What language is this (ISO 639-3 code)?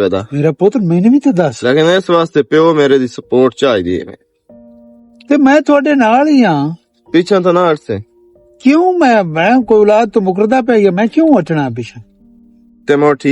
lah